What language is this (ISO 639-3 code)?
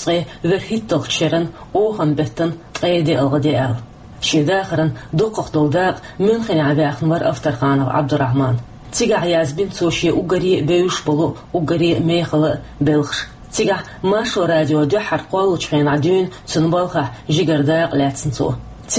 che